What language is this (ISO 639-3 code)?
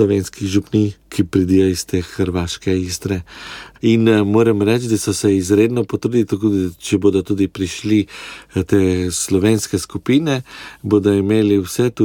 slv